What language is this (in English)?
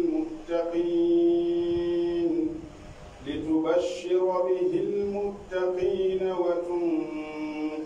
Pular